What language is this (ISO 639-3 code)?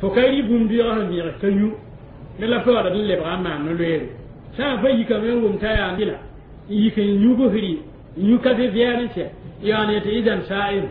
mos